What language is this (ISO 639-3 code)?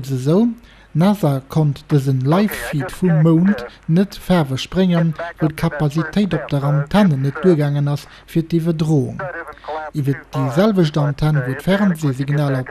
ltz